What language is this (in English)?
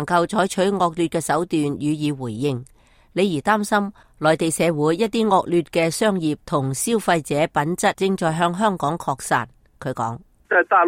Cantonese